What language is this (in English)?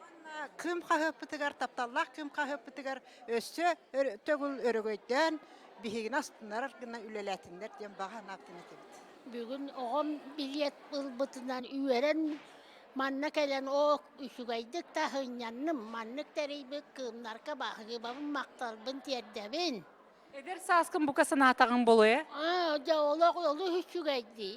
Yakut